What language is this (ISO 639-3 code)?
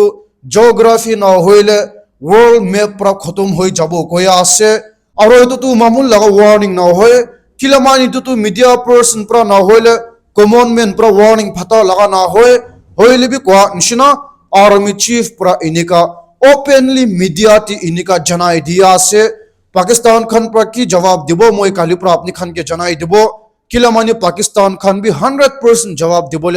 nag